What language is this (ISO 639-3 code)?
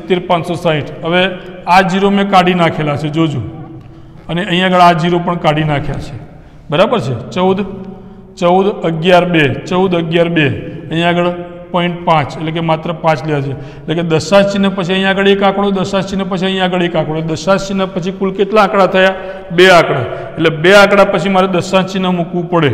guj